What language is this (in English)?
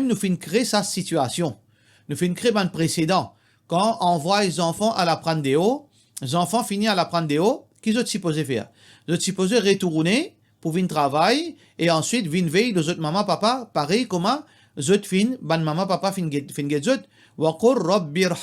Morisyen